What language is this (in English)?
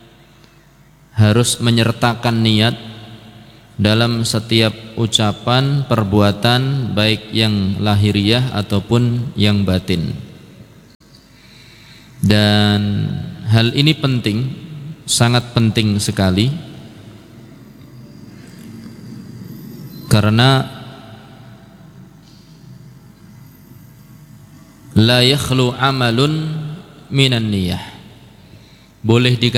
Indonesian